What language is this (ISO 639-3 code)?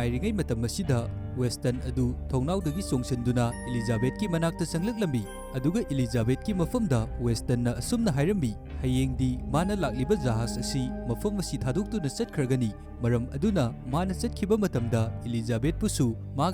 mni